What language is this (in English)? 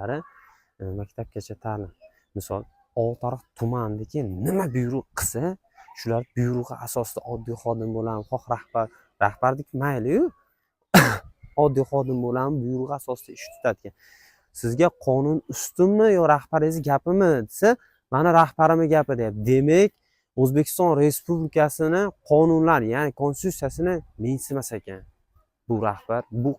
Uzbek